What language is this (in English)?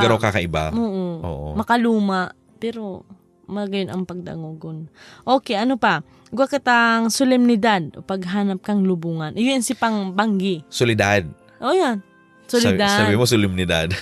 Bikol